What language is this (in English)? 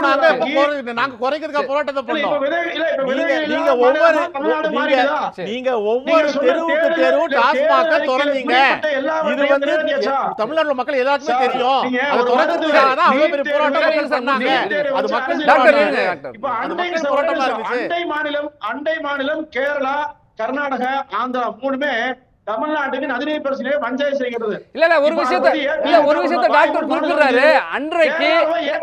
Tamil